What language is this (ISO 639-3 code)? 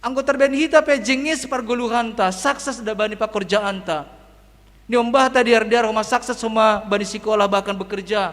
bts